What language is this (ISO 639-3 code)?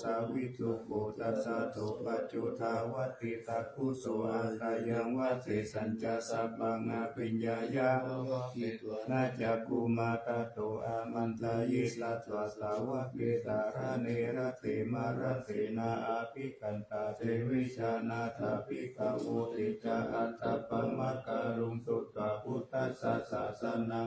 pli